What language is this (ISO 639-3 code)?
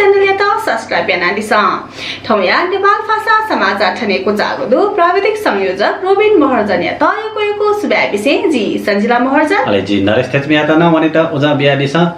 new